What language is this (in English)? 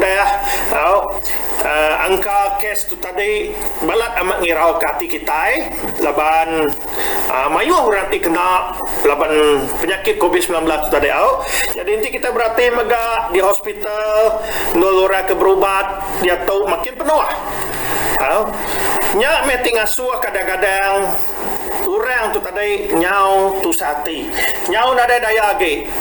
Iban